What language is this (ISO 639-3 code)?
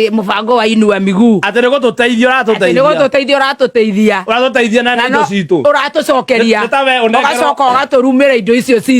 kik